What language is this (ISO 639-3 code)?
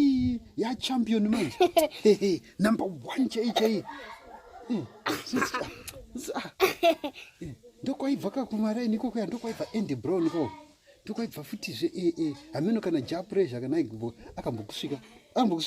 sna